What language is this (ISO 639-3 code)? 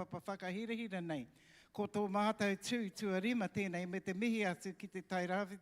mri